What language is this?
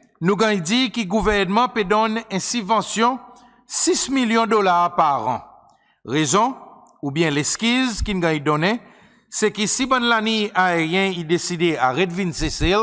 Seselwa Creole French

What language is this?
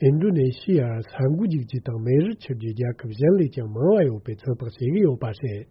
Tibetan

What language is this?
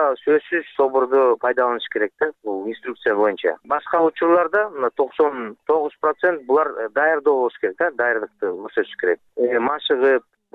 Kyrgyz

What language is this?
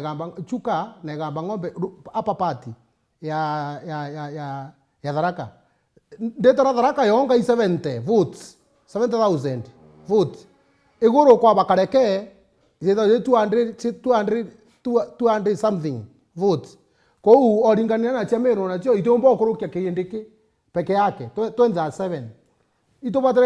Meru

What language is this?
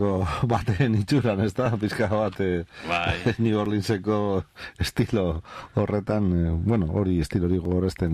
Basque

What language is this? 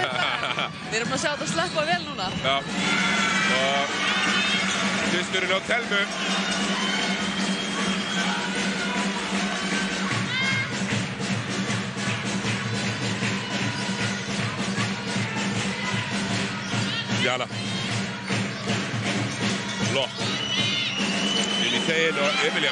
Icelandic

